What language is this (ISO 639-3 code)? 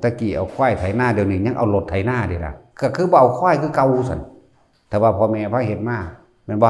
tts